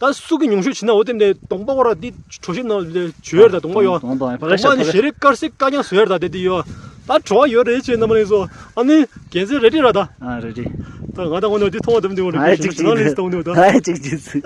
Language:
Tibetan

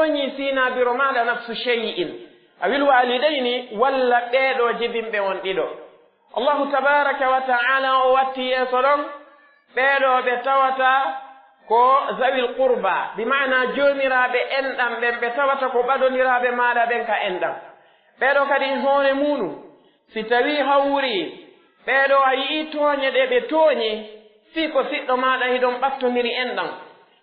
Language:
Pular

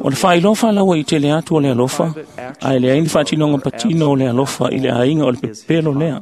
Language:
Samoan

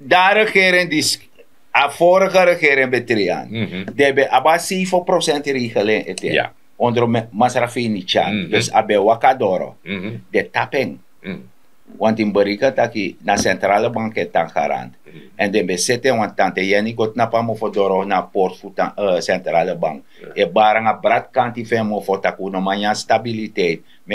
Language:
Sranan Tongo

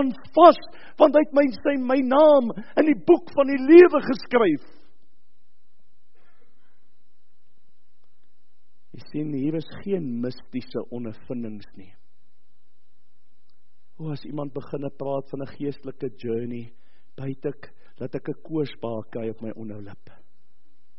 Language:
Afrikaans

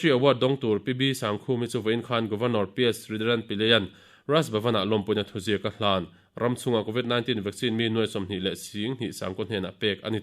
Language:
Mizo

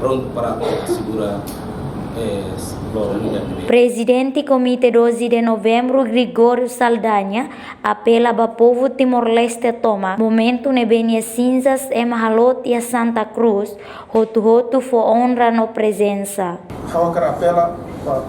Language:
Tetum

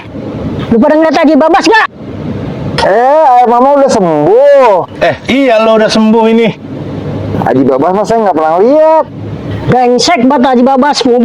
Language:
Betawi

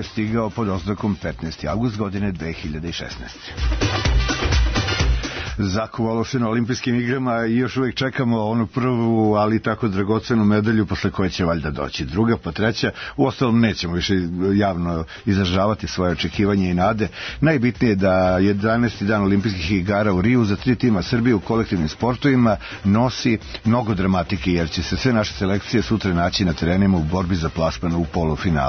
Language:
Serbian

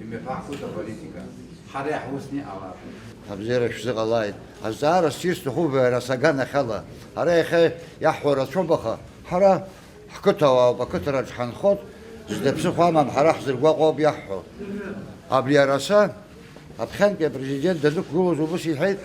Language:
Abkhazian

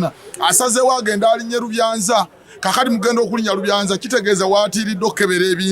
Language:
Ganda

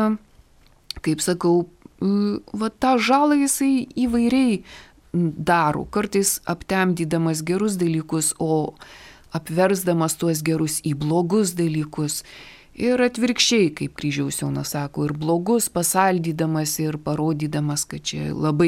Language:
Lithuanian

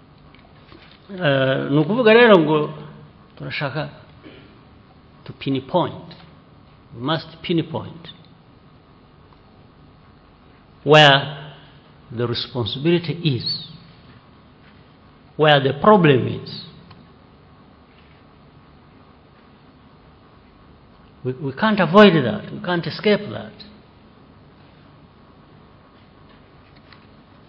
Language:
Kinyarwanda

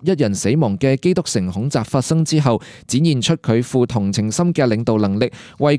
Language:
Cantonese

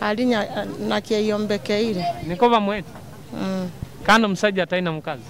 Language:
Nyoro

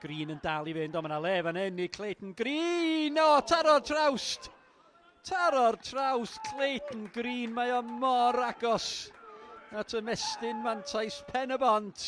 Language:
Welsh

